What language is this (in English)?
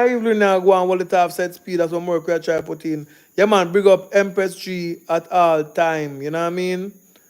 Jamaican Creole English